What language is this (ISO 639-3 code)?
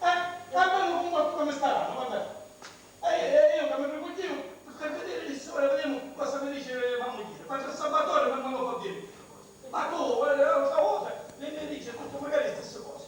scn